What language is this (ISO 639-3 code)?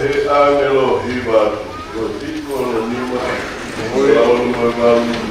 ton